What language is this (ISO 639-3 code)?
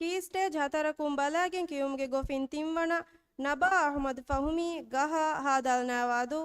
div